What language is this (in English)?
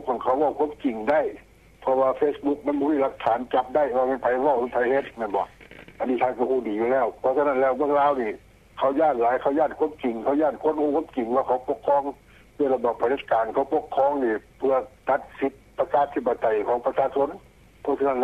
Lao